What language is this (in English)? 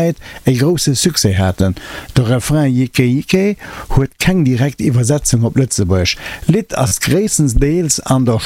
Luxembourgish